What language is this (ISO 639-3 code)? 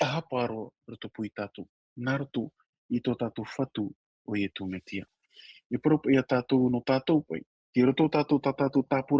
tah